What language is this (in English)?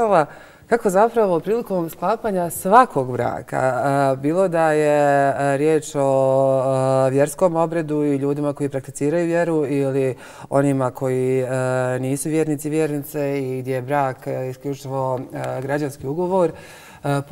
Bosnian